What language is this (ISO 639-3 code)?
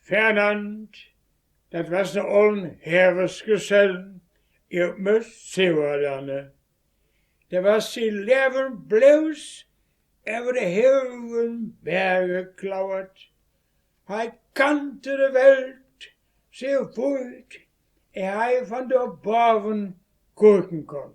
wep